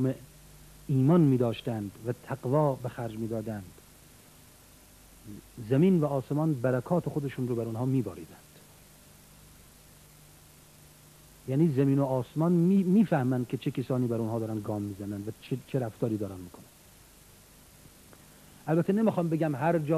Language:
Persian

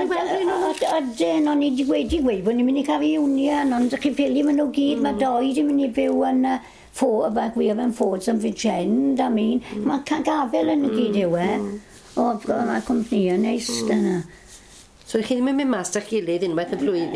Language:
Welsh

